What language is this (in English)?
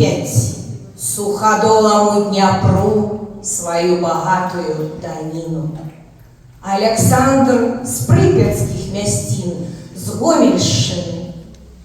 Belarusian